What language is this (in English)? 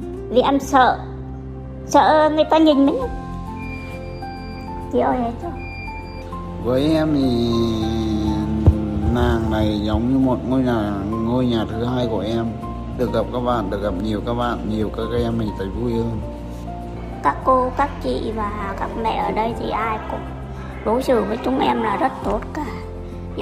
Vietnamese